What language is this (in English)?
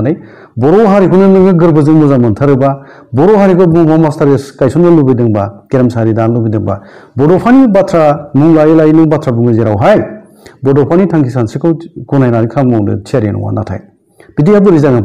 Bodo